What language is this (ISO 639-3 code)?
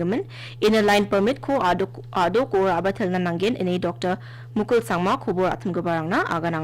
grt